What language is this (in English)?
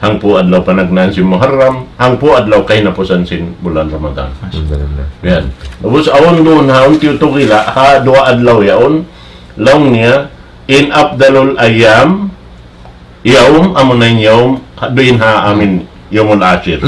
Tausug